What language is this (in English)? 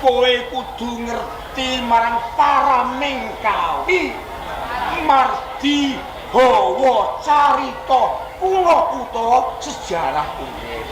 Javanese